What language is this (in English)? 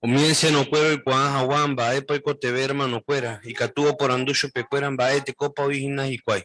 Guarani